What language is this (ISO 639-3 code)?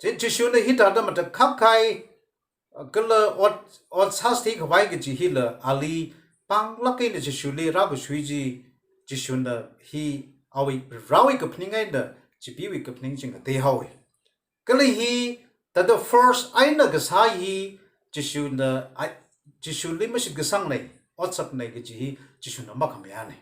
nmf